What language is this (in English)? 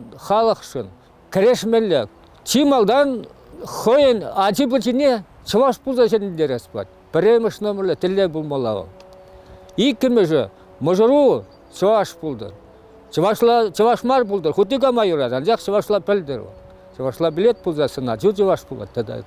Chuvash